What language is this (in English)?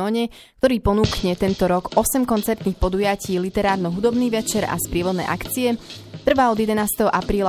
Slovak